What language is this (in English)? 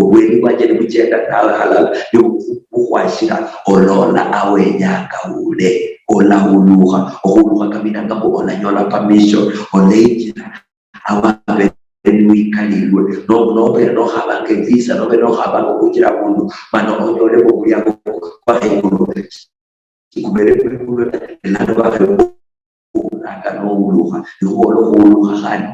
Luyia